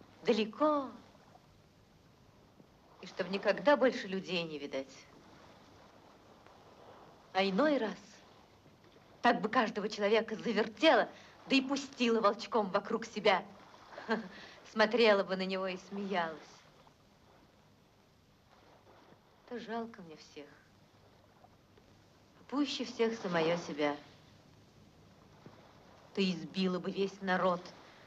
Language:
Russian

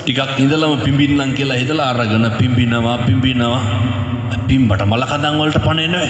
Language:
Sinhala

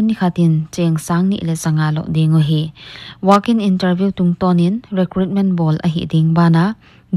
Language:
Paite Chin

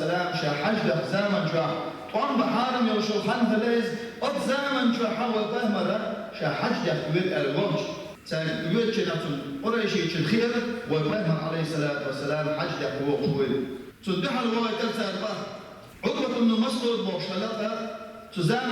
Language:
Chechen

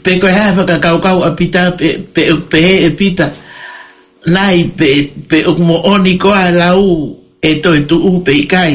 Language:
Tongan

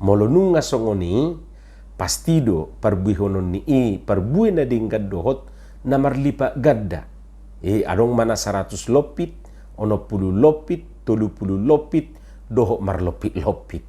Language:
Batak Toba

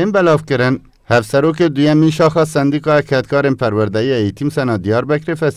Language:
Kurdish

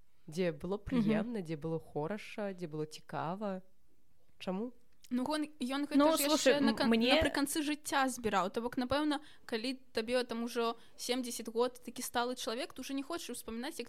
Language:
Belarusian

